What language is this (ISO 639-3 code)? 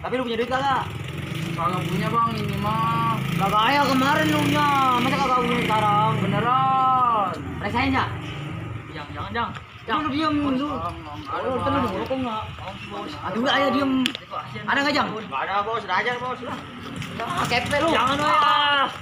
bew